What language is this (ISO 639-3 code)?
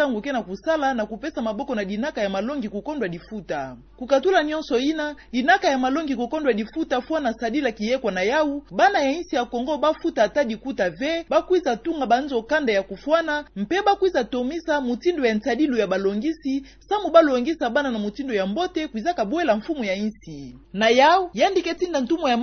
ktu